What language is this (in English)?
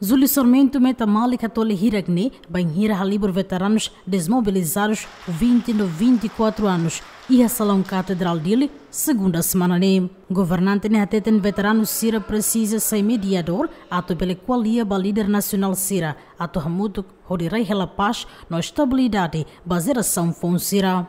Tetum